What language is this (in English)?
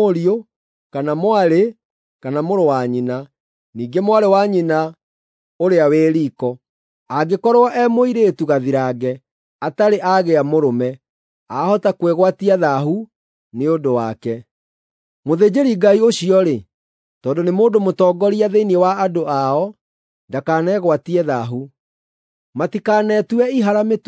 Kikuyu